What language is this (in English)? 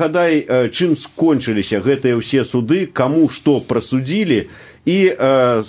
Belarusian